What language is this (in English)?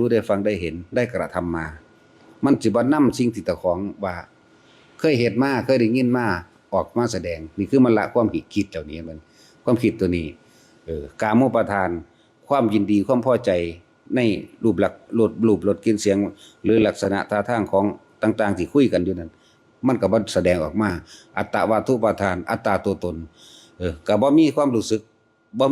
Northeastern Thai